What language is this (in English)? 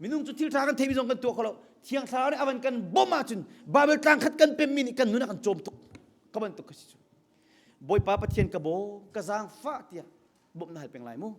Hakha Chin